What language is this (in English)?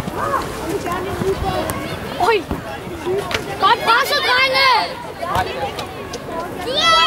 Danish